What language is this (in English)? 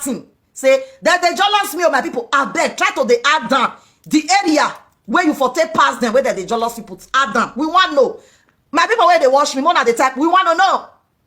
Nigerian Pidgin